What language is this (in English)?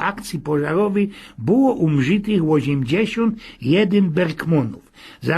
Silesian